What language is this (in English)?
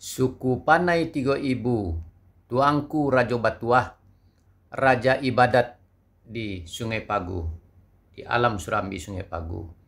Minangkabau